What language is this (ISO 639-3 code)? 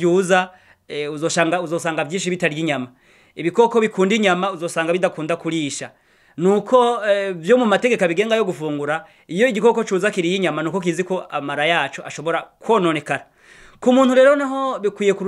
run